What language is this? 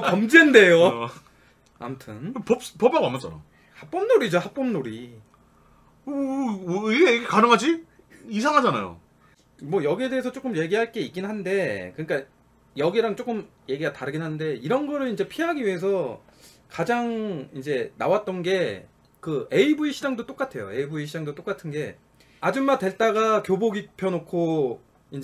Korean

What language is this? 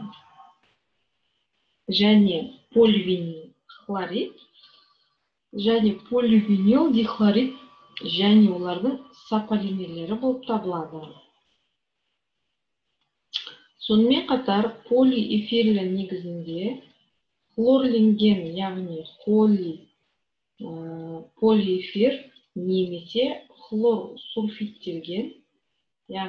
Kazakh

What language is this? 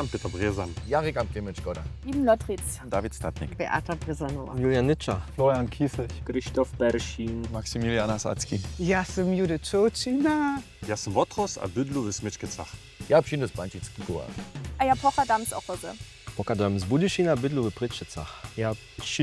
Upper Sorbian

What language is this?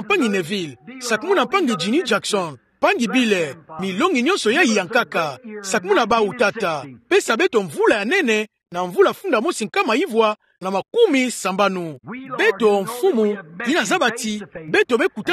Kituba (Democratic Republic of Congo)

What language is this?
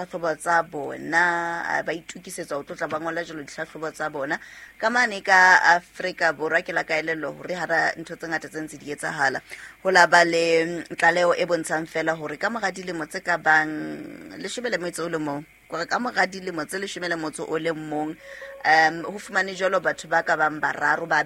Southern Sotho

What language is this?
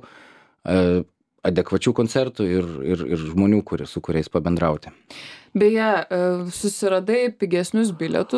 Lithuanian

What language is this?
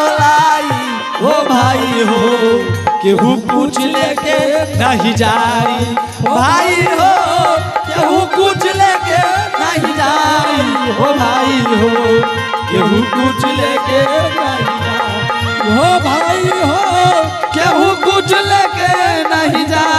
Angika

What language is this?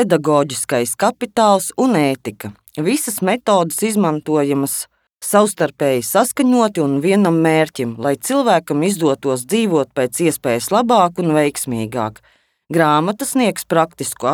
Latvian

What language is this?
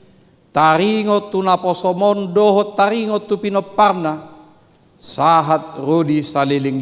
Batak Toba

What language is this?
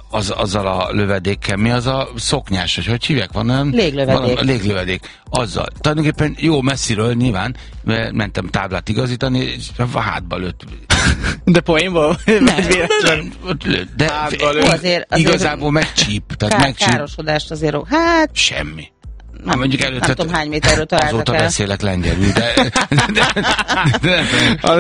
Hungarian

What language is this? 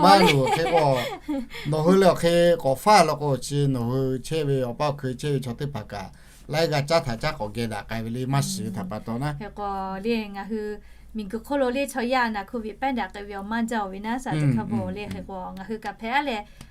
Lahu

